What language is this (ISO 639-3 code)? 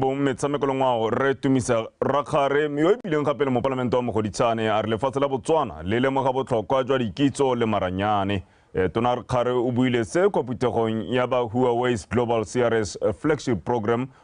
tsn